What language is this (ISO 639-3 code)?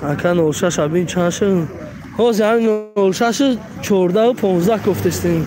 tgk